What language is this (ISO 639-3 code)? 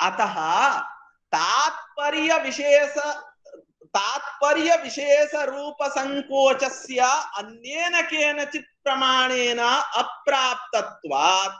san